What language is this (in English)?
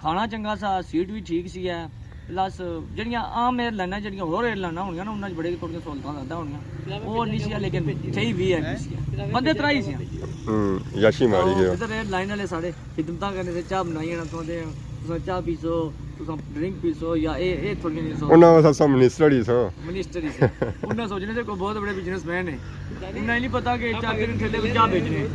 Pahari-Potwari